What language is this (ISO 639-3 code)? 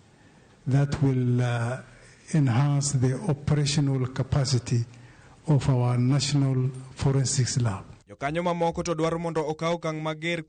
luo